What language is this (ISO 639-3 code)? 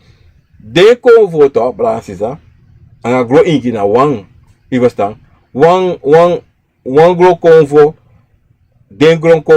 srn